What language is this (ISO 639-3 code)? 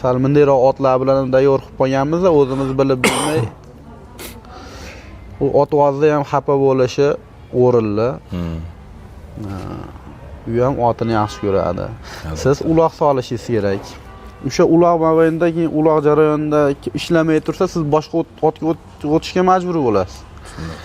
uzb